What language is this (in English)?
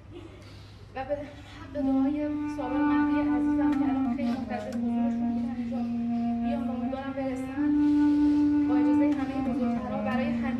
Persian